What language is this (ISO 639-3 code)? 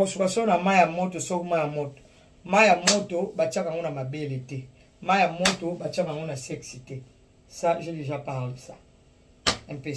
lin